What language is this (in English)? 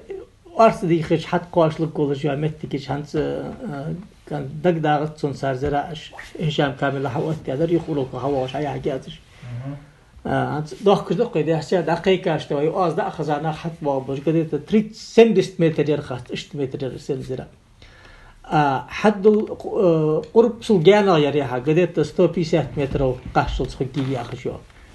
Ingush